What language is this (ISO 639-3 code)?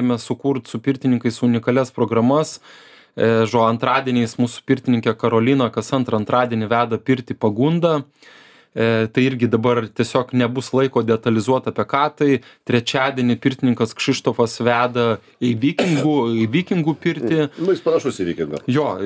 lit